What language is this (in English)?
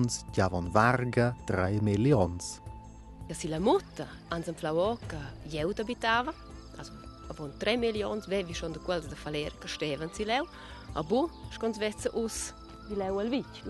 Romansh